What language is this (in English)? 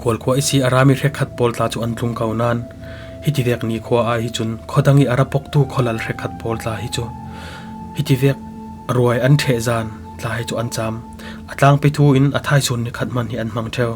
Falam Chin